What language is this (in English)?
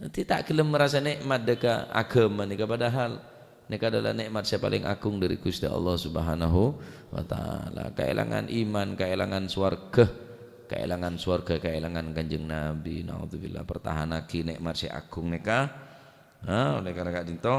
Madurese